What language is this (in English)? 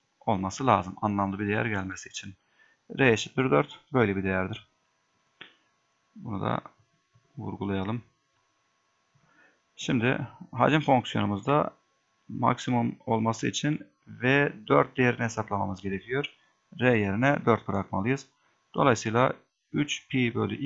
Turkish